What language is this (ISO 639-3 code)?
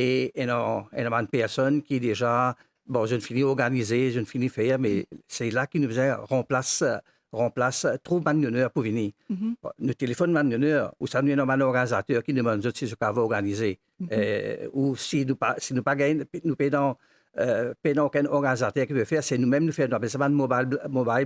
mfe